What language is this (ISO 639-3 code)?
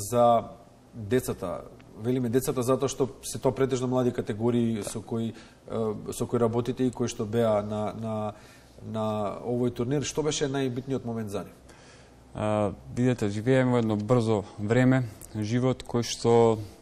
mkd